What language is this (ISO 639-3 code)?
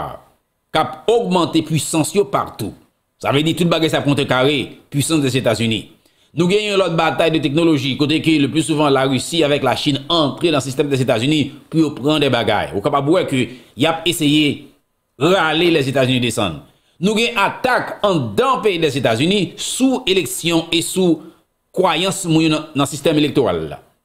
hat